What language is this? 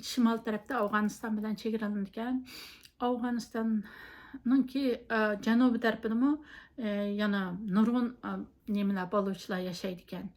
Uyghur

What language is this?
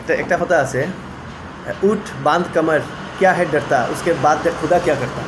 Sylheti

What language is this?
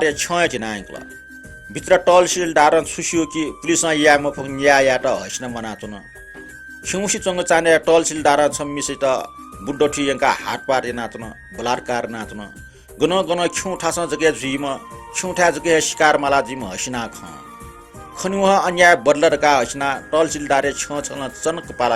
Newari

